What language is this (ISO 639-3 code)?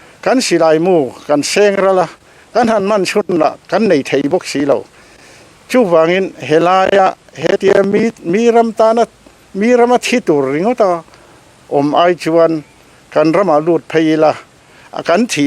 lus